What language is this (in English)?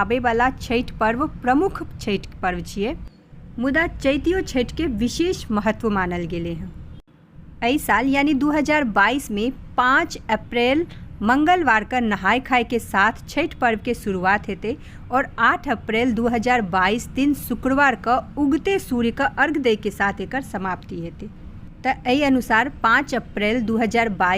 Maithili